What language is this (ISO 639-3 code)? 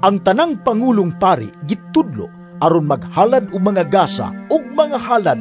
ceb